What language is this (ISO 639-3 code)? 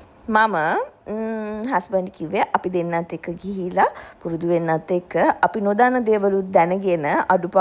sin